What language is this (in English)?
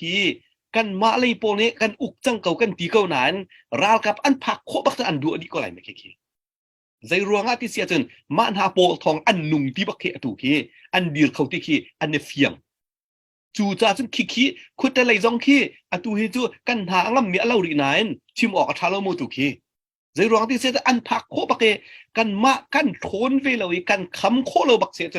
Hakha Chin